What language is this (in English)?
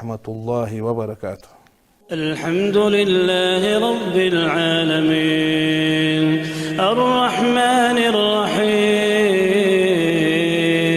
Ingush